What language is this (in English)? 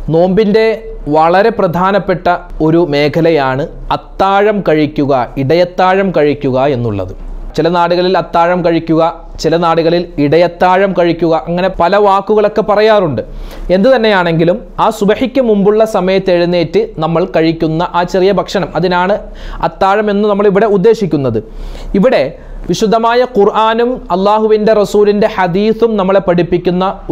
Malayalam